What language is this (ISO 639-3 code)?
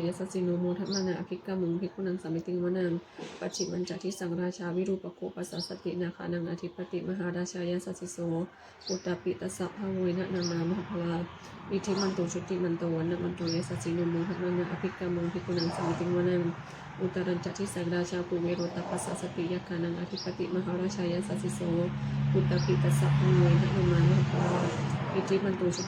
pli